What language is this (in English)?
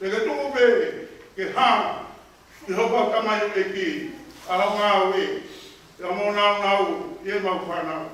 Tongan